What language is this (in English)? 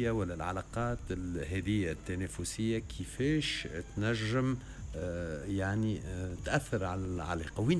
Tunisian Arabic